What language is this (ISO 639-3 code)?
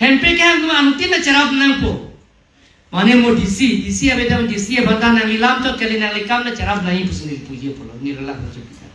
mjw